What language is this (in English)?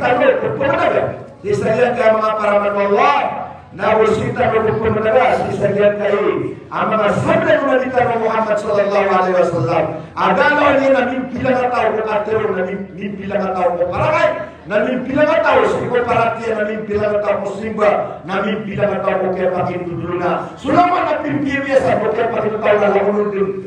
Maranao